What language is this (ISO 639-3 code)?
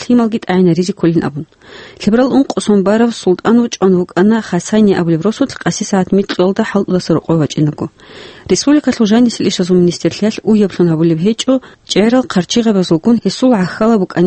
ava